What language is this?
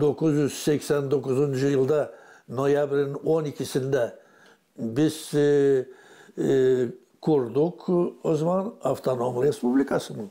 Gagauz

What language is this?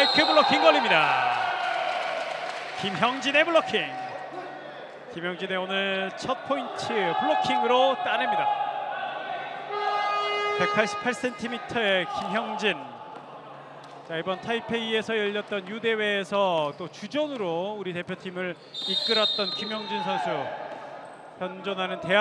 Korean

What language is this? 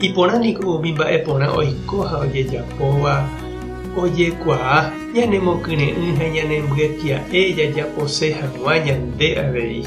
Guarani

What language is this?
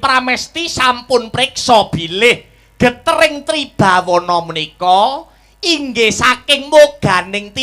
Javanese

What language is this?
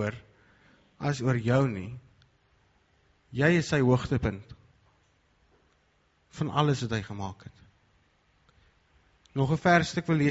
Afrikaans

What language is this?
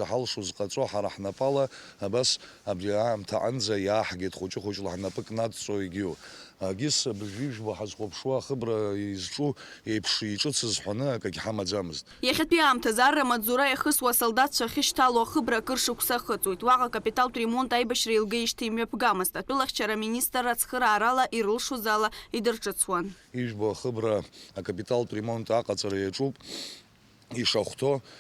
Abkhazian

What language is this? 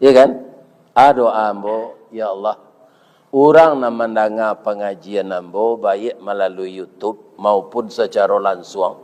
Minangkabau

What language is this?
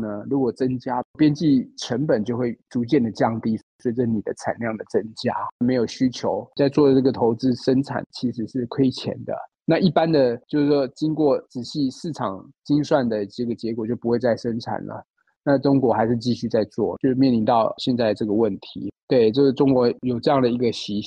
Chinese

